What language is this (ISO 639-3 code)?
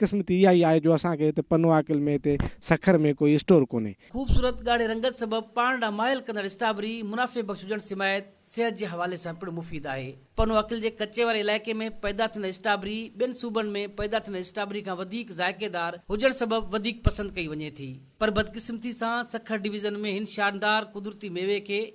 snd